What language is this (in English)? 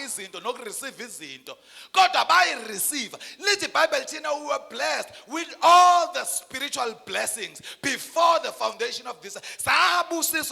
Zulu